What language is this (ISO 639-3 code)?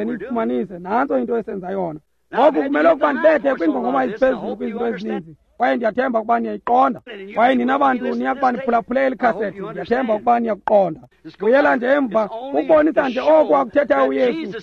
xho